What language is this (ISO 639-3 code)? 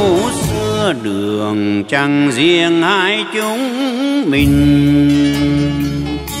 vie